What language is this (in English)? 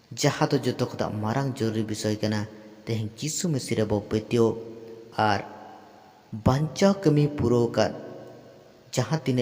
Santali